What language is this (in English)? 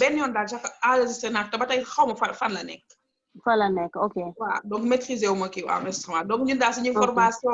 Wolof